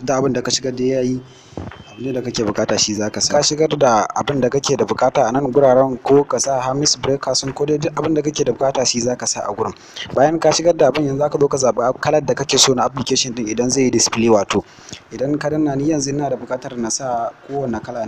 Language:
Hausa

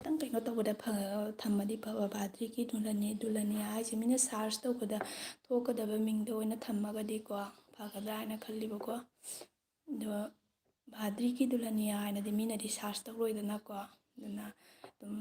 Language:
Manipuri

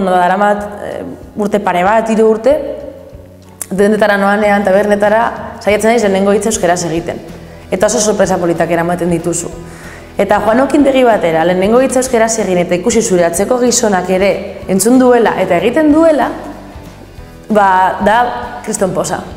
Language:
Basque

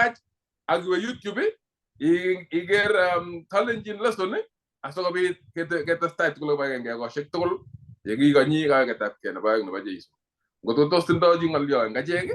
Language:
Kalenjin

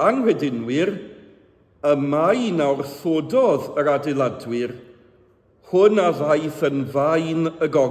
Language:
Welsh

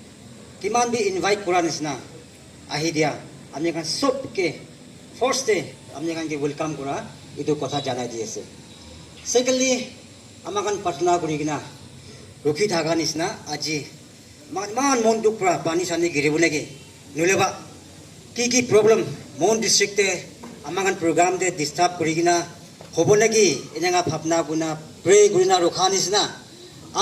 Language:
Naga Pidgin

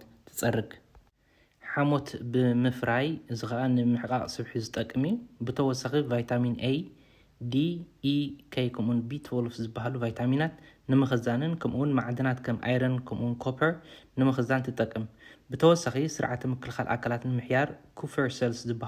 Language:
Tigrinya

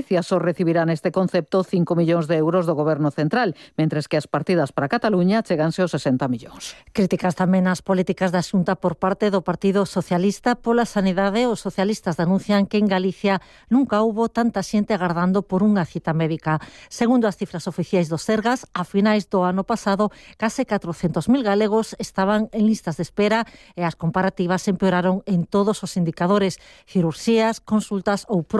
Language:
Galician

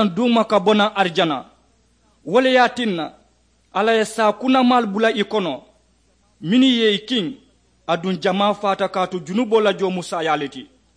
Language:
Mandingo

